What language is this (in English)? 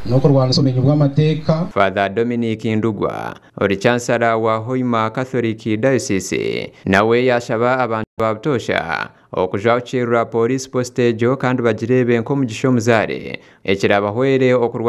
Nyankole